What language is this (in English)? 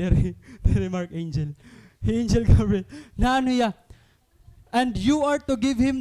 Waray